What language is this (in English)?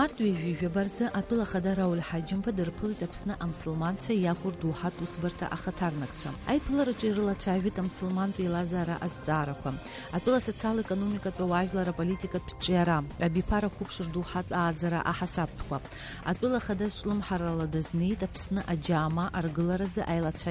Abkhazian